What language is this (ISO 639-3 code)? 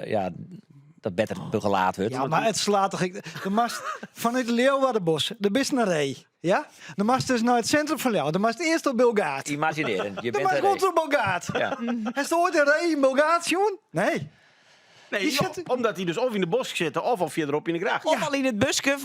fry